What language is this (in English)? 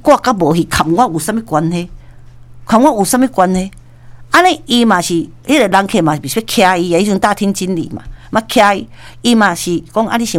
Min Nan Chinese